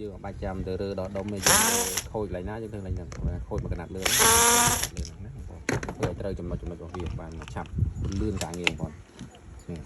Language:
Khmer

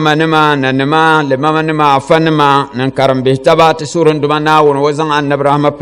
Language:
Dagbani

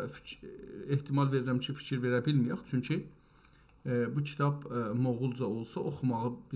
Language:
South Azerbaijani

